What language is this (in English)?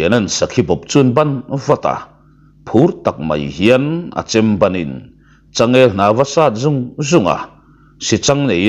Mizo